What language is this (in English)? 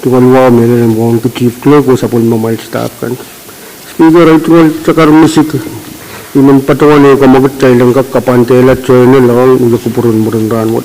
Pohnpeian